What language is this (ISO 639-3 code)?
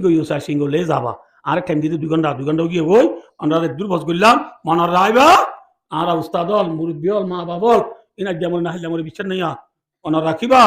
rhg